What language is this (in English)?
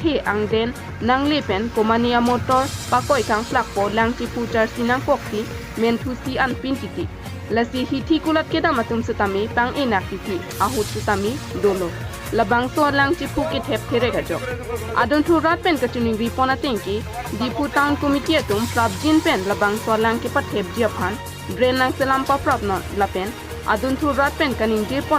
Karbi